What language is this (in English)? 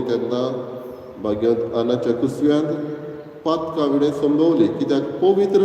Konkani